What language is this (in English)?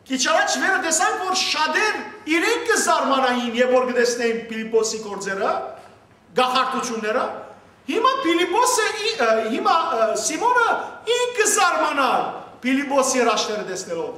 Western Armenian